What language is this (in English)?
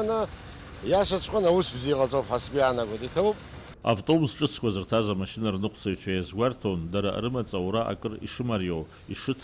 Abkhazian